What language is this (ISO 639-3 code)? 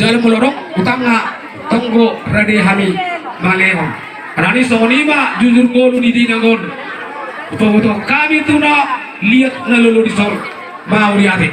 bbc